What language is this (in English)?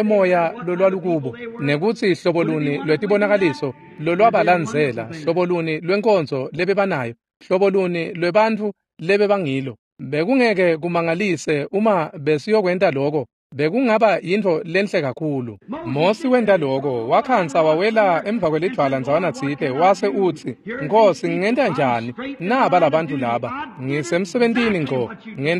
Swati